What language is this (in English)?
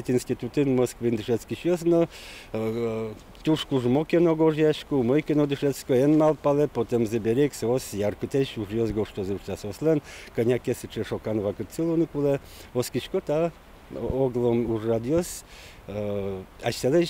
Udmurt